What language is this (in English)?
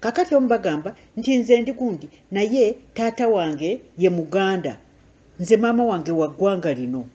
Ganda